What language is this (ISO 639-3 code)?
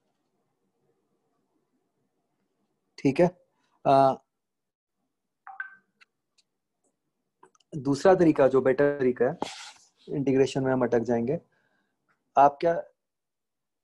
hin